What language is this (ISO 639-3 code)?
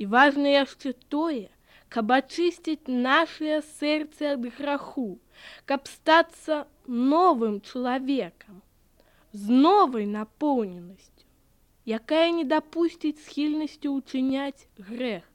bel